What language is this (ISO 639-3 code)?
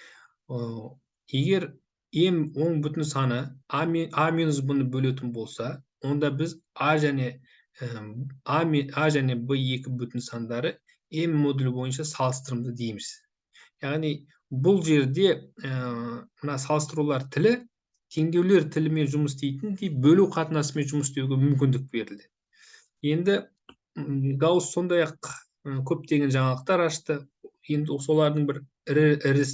kaz